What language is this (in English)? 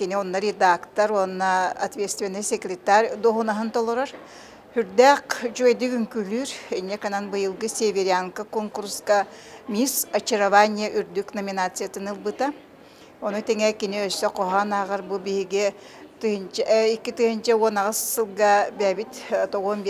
Yakut